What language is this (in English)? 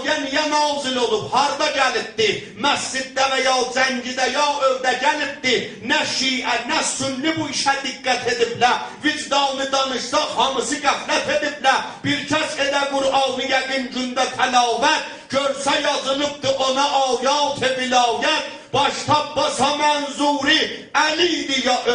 South Azerbaijani